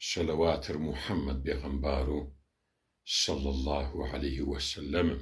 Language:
Kabardian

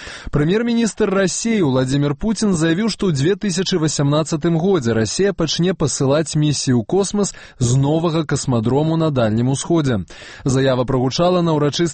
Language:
Belarusian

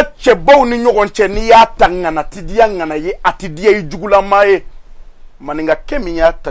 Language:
Bambara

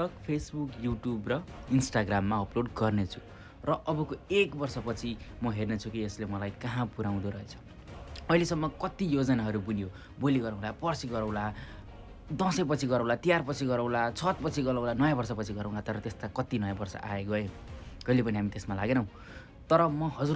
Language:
Nepali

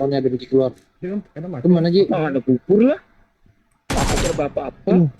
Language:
Banjar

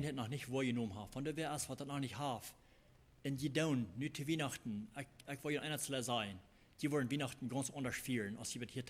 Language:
Plautdietsch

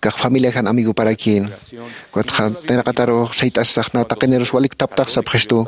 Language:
Aymara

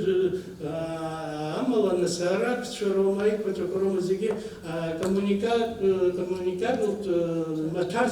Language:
Abkhazian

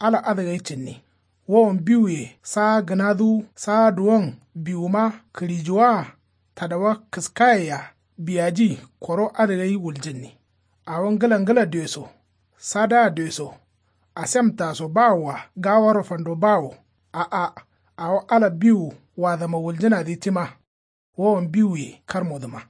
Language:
Kanuri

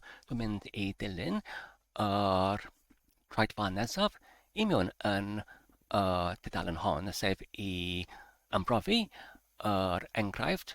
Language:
Welsh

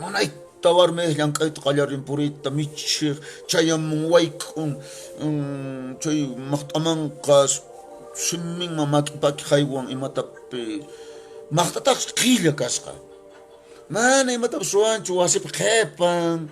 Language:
Quechua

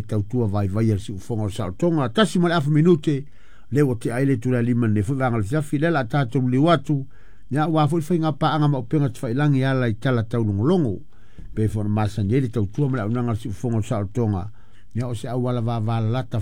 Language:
Samoan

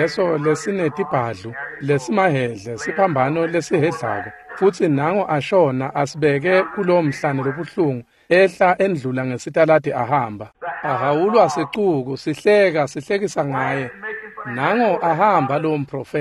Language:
Swati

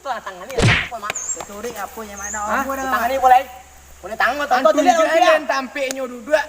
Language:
Minangkabau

